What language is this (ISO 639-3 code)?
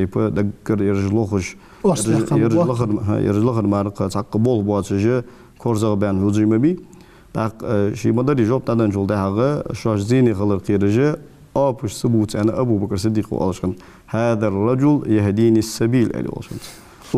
inh